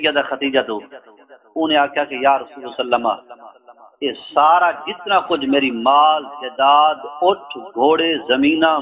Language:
Saraiki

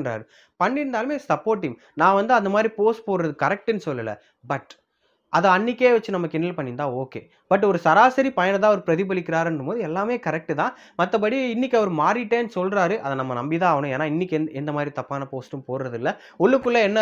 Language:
Tamil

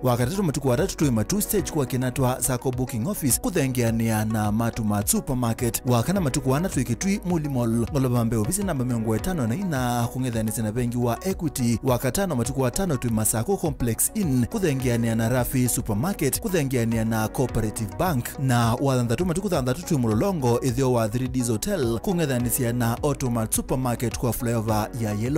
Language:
Kamba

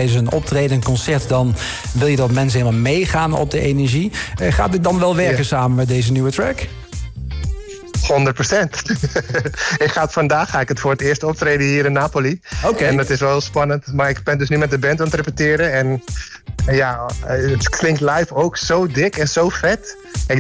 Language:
Dutch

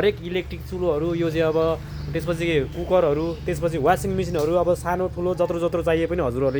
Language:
Nepali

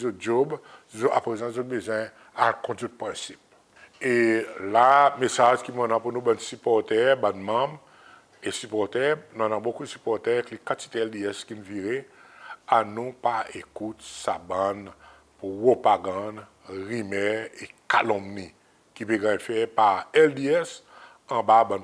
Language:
Seselwa Creole French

